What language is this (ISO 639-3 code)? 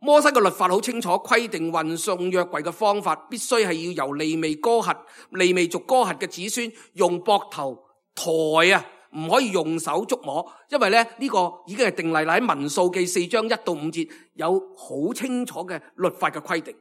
yue